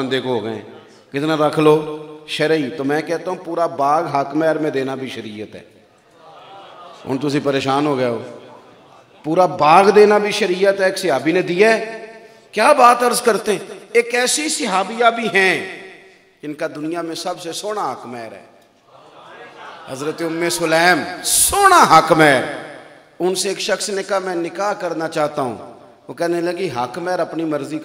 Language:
Hindi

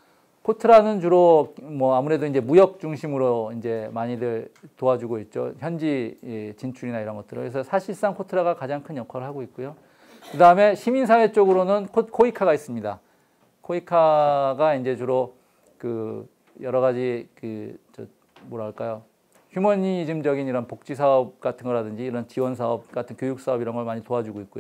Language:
Korean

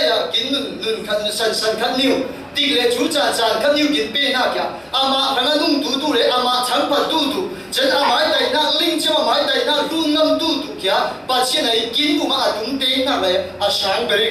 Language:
Falam Chin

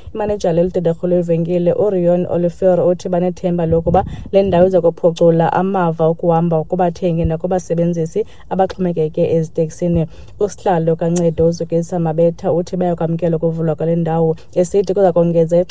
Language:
Xhosa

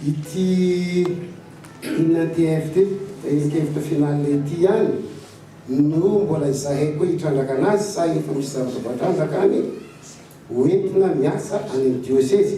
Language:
Malagasy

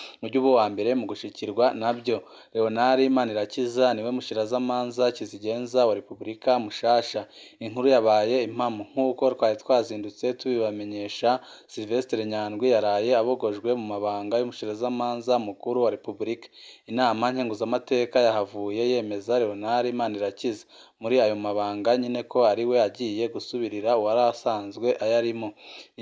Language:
Rundi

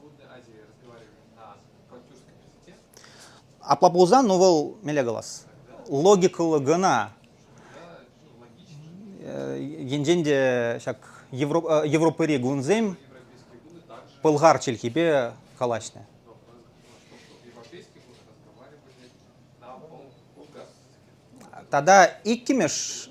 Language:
Chuvash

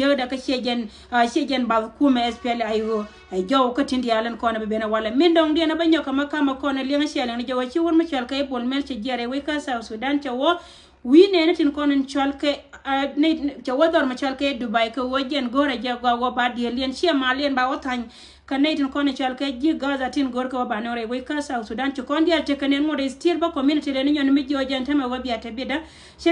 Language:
Nuer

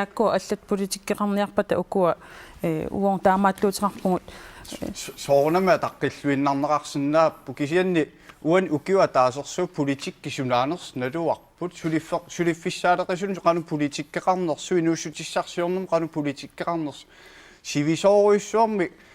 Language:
Kalaallisut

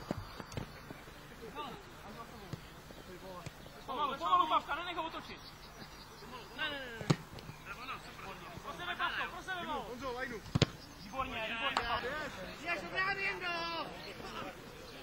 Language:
Czech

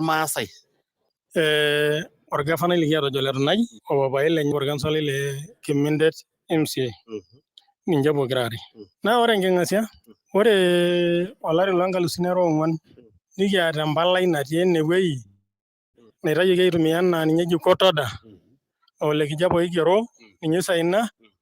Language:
Masai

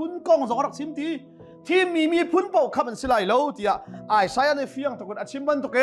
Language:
Hakha Chin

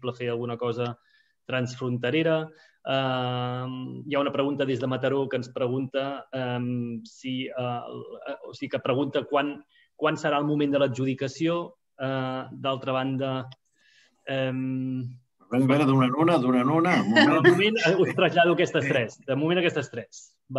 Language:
Catalan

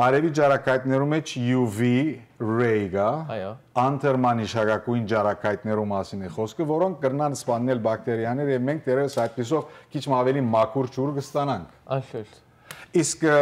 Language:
Western Armenian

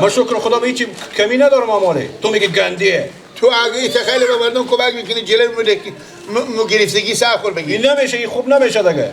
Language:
Persian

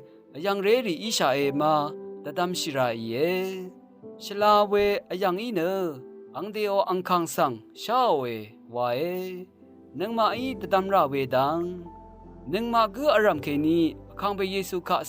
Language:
Rawang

